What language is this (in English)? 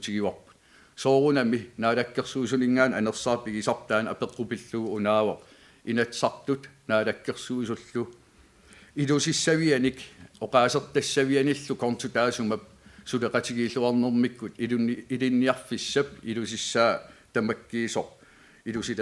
Kalaallisut